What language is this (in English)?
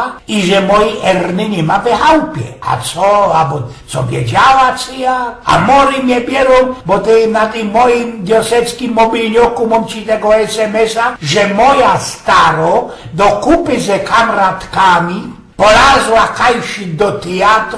Silesian